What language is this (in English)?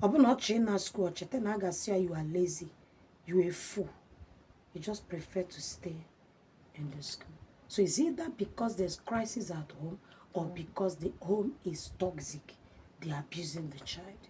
Igbo